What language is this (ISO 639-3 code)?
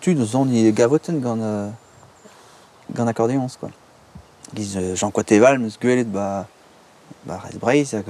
bre